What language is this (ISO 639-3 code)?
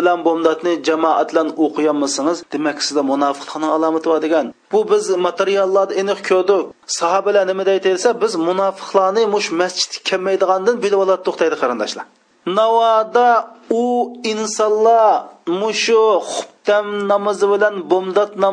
uig